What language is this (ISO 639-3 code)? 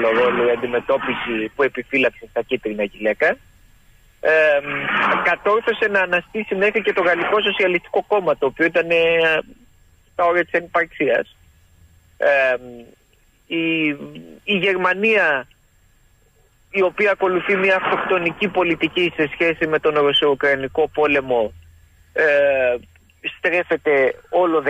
ell